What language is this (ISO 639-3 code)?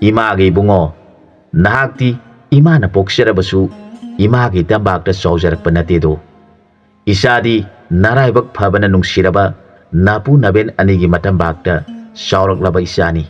mni